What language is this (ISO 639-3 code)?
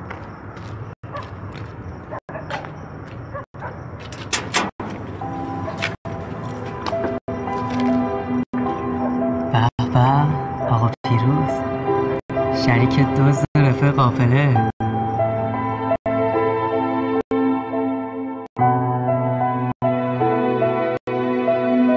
fas